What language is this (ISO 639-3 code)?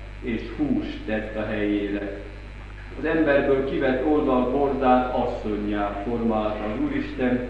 hun